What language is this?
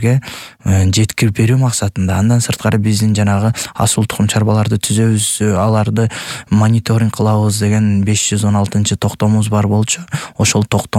Kyrgyz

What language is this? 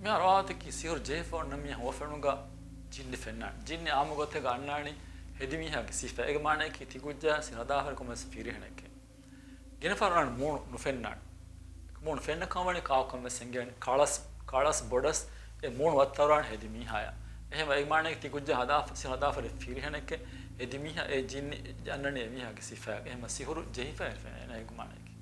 Divehi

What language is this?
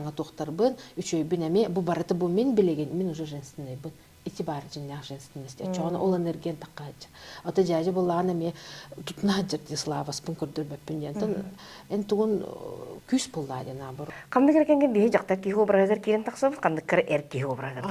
Yakut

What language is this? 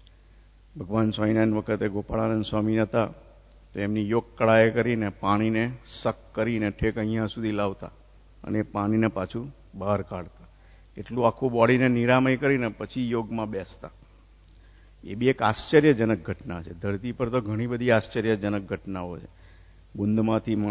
Gujarati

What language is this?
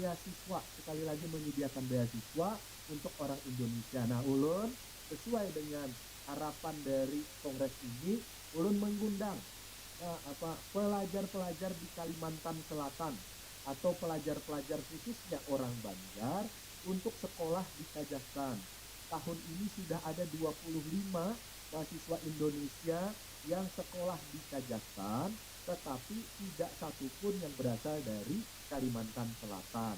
Banjar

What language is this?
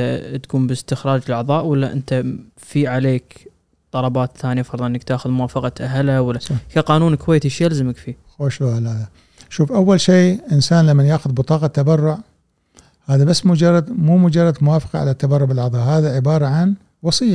Gulf Arabic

